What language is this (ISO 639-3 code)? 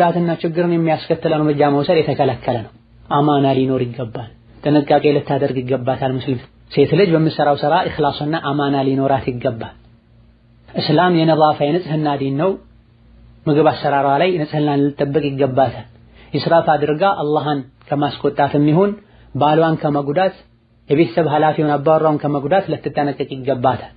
amh